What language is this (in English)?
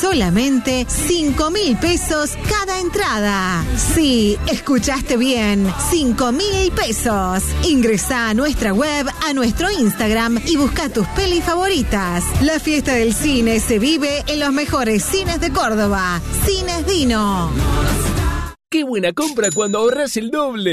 Spanish